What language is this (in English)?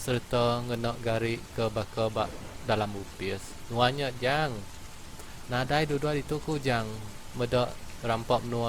Iban